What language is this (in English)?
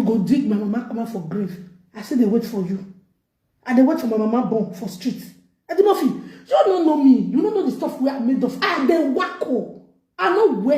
Nigerian Pidgin